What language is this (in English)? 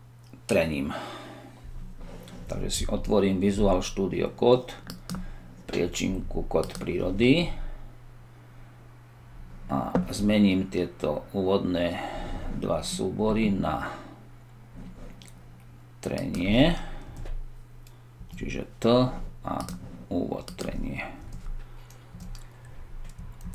Slovak